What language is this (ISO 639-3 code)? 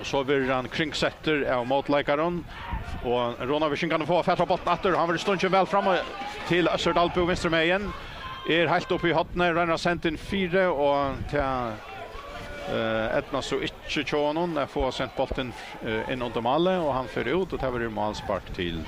fao